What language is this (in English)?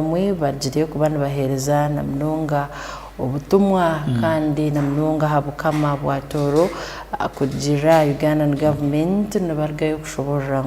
Tooro